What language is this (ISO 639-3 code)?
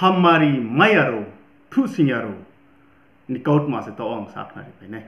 ria